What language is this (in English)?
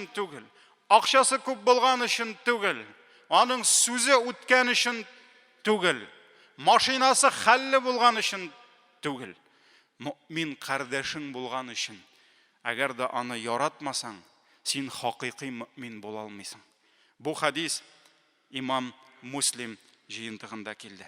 Tatar